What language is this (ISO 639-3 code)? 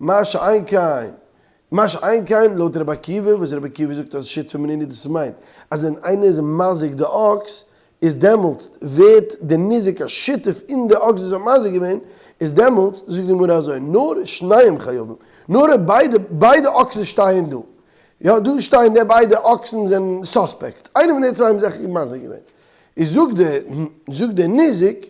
yid